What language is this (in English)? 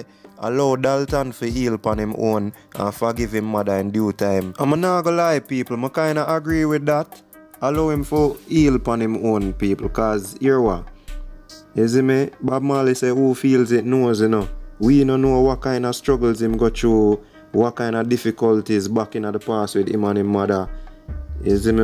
Jamaican Creole English